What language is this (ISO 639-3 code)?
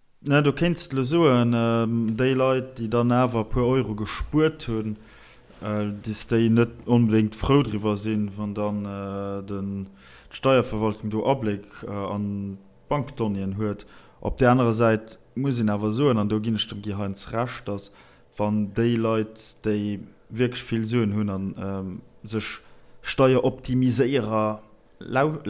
ltz